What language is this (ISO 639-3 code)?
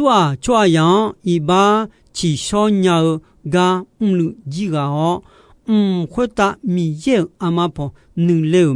ahk